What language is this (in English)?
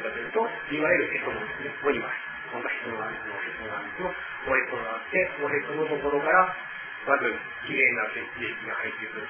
Japanese